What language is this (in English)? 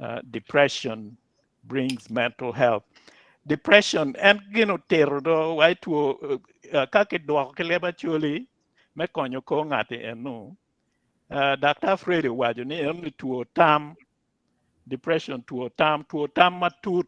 Acoli